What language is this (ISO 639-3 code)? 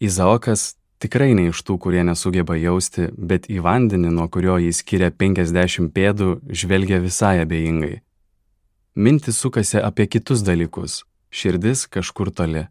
lit